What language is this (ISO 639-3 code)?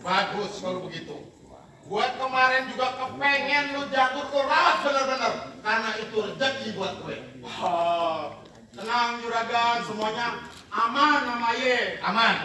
bew